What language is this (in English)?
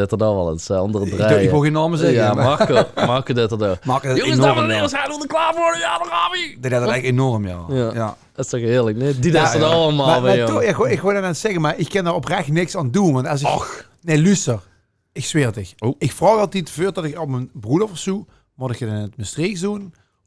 Limburgish